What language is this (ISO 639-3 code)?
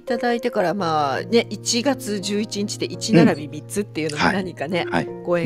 jpn